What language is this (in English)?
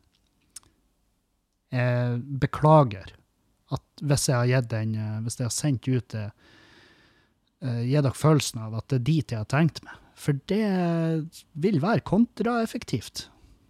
Norwegian